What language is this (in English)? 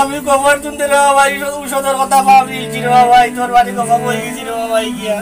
Sylheti